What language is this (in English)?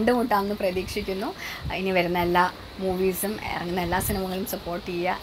Malayalam